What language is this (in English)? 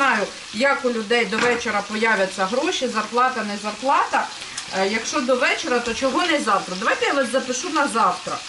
Ukrainian